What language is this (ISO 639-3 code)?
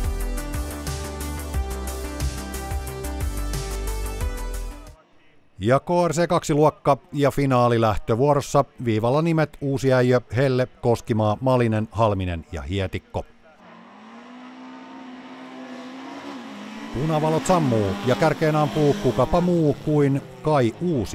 fin